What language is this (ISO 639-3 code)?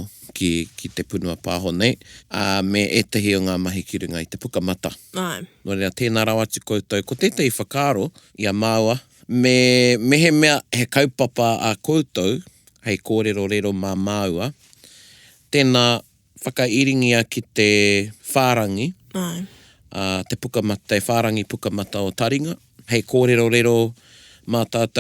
mri